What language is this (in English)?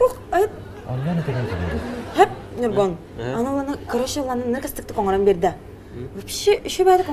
Yakut